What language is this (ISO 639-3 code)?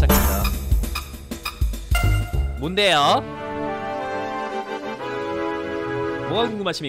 kor